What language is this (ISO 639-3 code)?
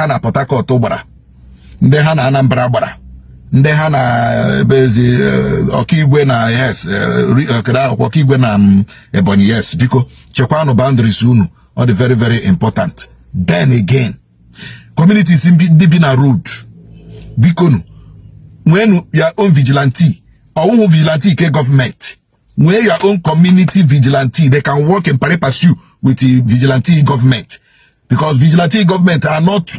ibo